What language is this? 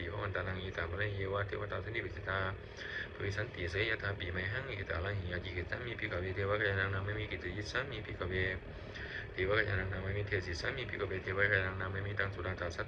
Pali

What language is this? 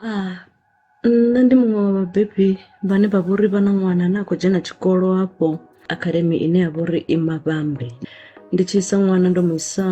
Venda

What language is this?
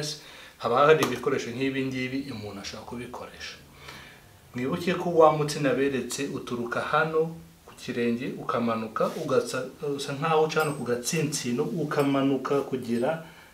Kinyarwanda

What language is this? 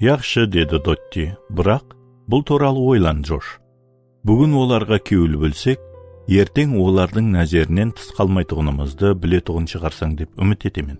Kara-Kalpak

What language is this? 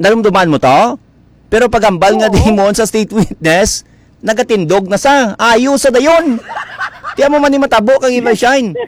Hiligaynon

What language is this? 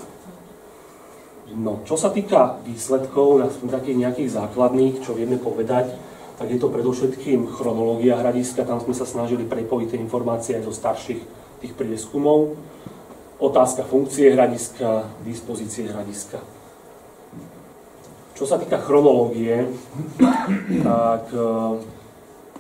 Slovak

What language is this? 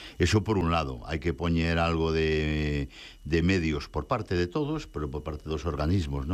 Galician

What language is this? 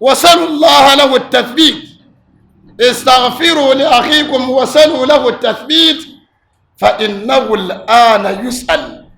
Dagbani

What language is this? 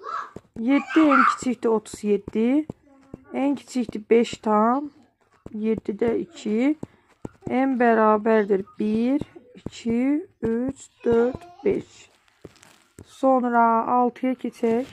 Azerbaijani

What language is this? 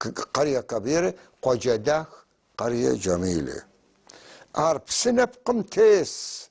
North Levantine Arabic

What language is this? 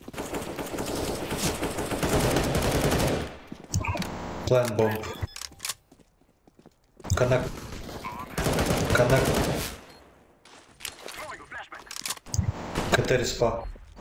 English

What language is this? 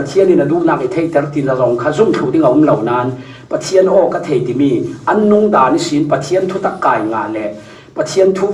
Falam Chin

